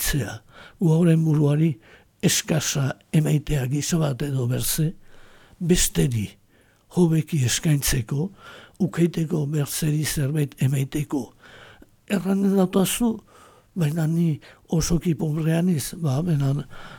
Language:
Basque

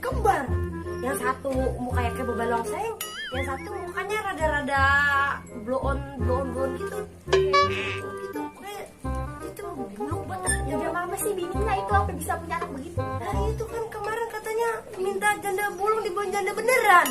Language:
Betawi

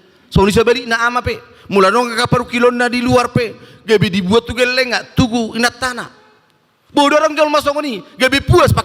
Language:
Batak Toba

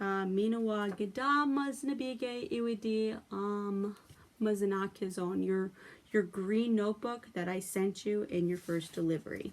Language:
Chippewa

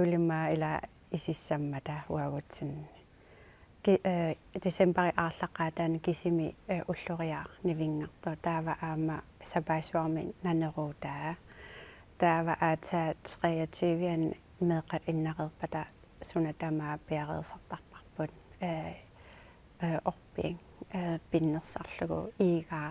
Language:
Kalaallisut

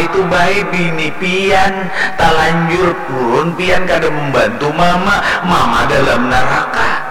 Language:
Banjar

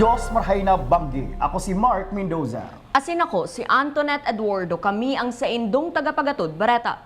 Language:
Bikol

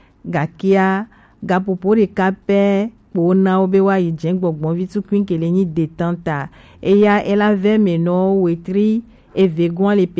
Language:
Gen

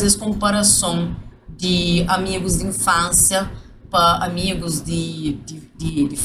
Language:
Kabuverdianu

